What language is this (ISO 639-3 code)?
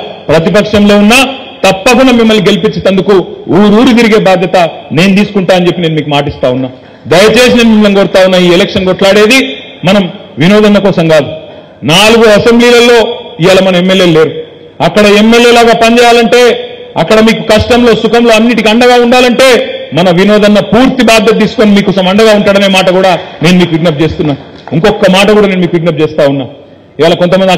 tel